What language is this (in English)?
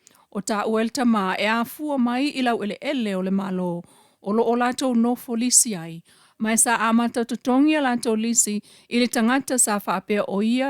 Samoan